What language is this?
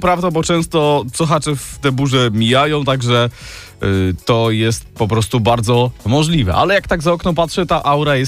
Polish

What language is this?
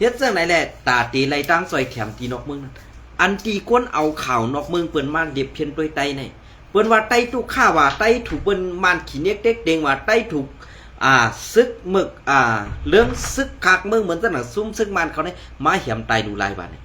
Shan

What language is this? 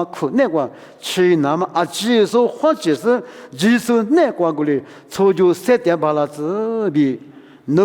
Lisu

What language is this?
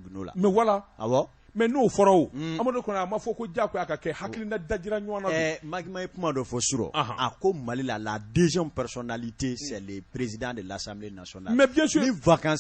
Bambara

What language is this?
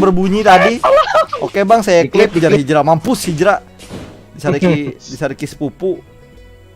Banjar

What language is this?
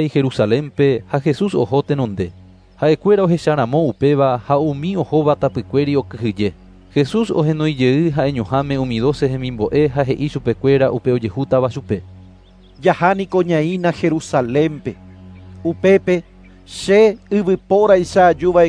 Guarani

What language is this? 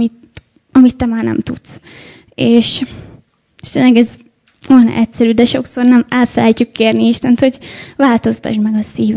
Hungarian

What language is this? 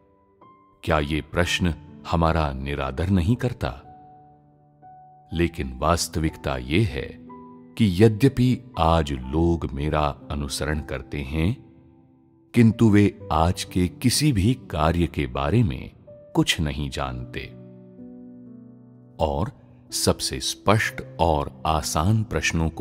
Hindi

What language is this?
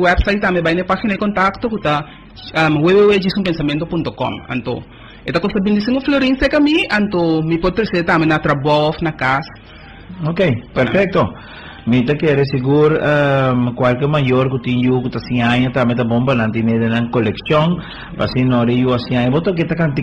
Papiamento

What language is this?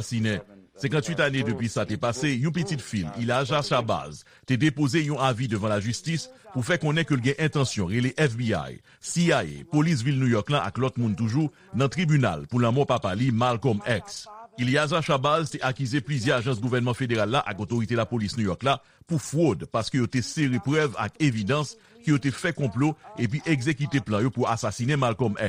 Haitian Creole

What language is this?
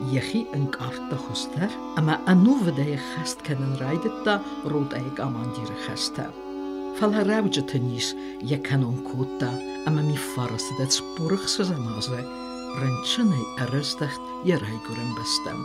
Ossetic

